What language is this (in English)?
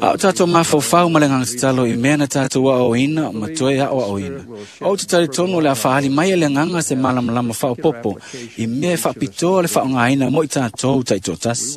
Samoan